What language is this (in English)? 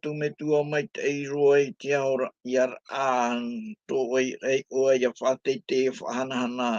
Tahitian